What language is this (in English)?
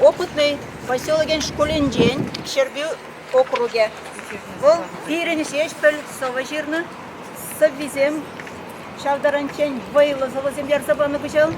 Chuvash